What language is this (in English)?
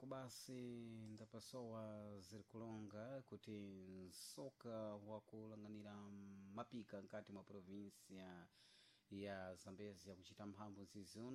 Sena